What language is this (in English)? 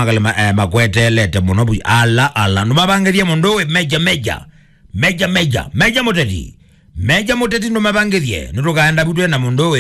Kamba